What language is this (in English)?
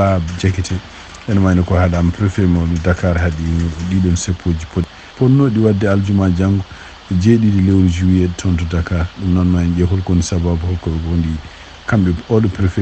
Fula